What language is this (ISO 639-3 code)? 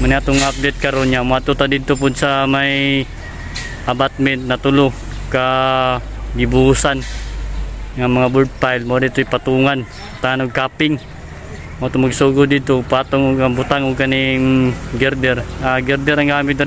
ceb